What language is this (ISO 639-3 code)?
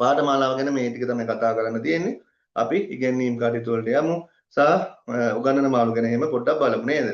sin